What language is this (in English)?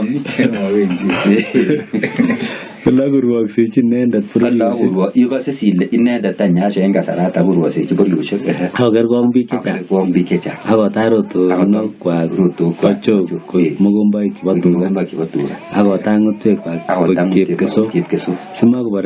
Kalenjin